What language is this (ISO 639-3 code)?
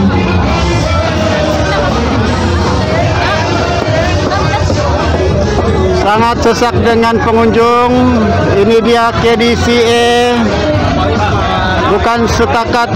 msa